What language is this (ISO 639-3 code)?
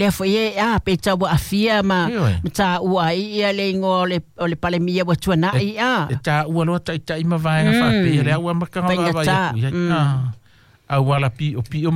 smo